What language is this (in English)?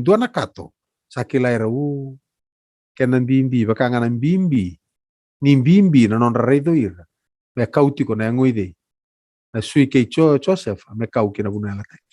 Fijian